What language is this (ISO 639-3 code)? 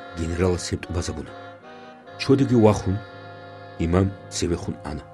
ava